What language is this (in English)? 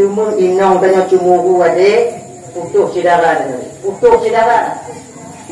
Achinese